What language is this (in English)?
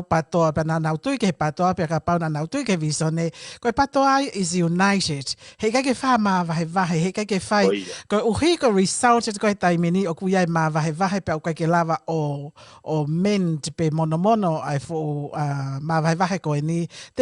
Tongan